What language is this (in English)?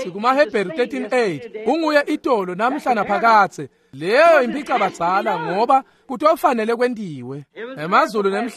Swati